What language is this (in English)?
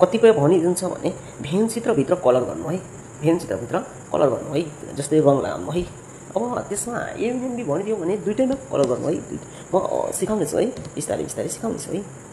Nepali